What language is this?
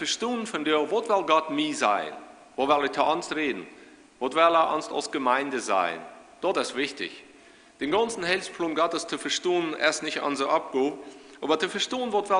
Plautdietsch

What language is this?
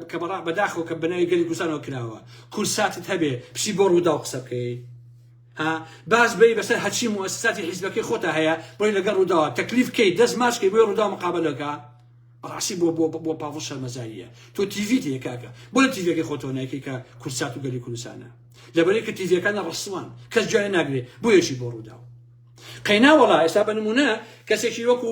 Central Kurdish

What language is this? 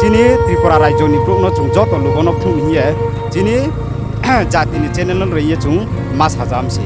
Riang (India)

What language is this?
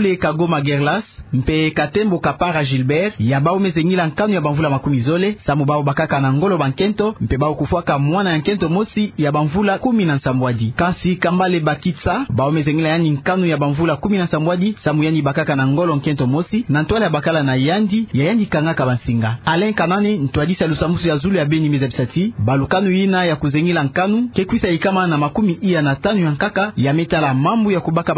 Kituba (Democratic Republic of Congo)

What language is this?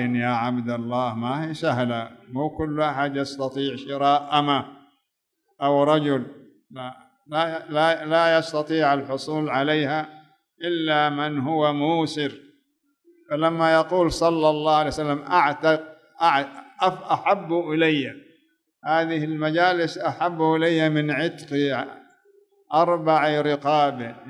Arabic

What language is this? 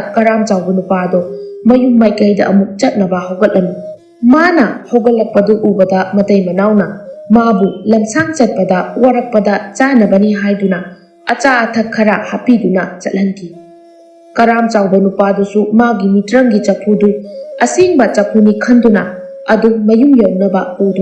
Manipuri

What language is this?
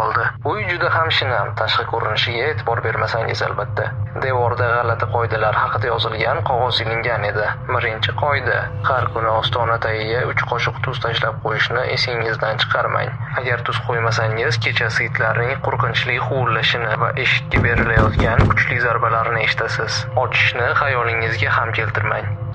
Uzbek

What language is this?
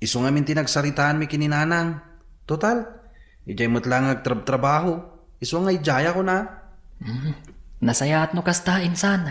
Iloko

